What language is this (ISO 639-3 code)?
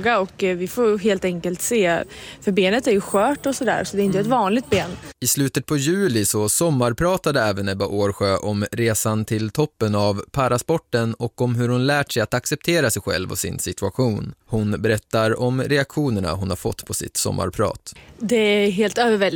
swe